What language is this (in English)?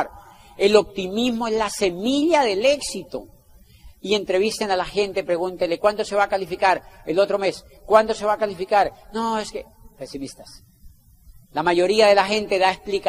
Spanish